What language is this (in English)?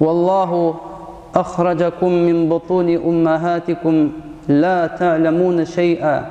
Tatar